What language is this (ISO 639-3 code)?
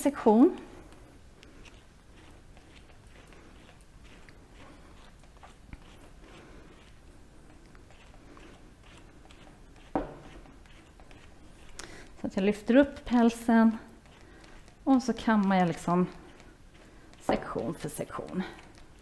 swe